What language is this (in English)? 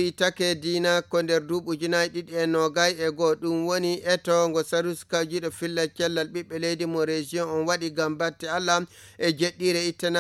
Fula